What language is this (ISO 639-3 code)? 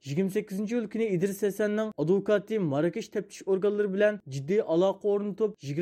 uig